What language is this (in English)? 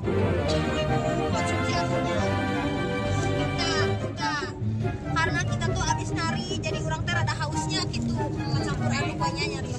Sundanese